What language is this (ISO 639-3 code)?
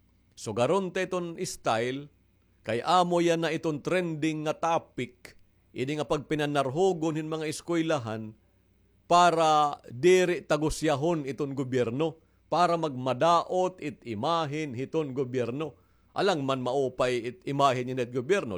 war